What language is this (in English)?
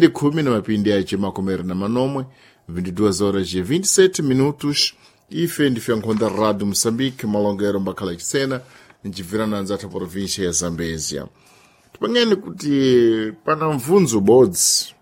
Sena